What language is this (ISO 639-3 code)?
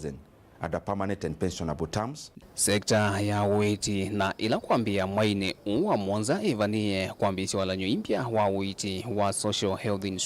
kam